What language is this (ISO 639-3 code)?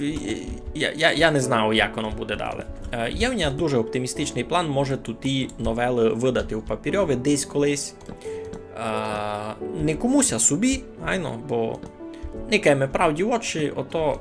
rue